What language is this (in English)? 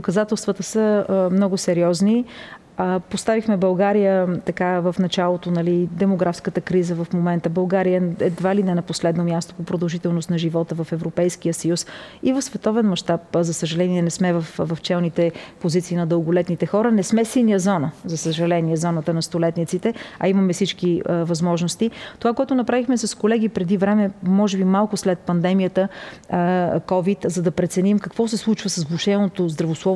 Bulgarian